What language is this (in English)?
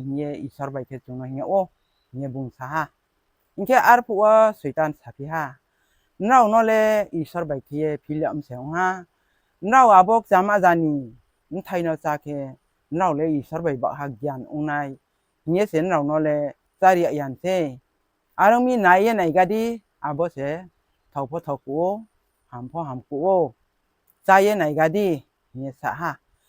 Riang (India)